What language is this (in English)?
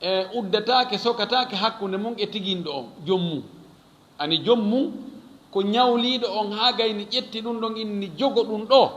Fula